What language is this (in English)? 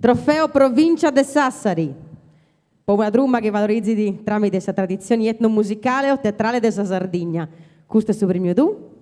Sardinian